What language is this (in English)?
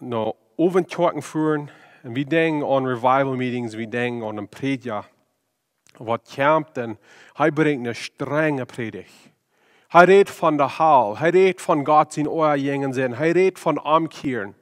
Plautdietsch